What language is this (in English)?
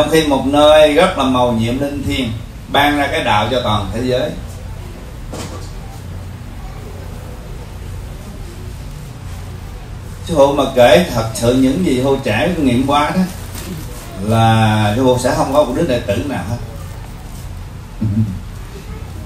Vietnamese